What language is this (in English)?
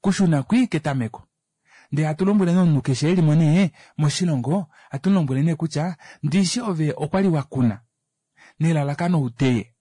Kuanyama